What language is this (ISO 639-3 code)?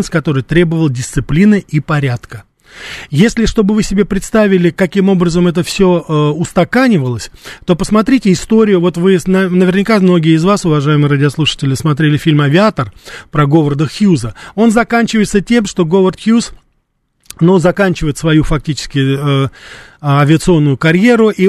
rus